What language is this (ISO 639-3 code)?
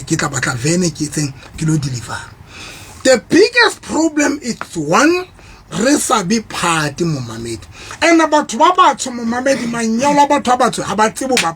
sot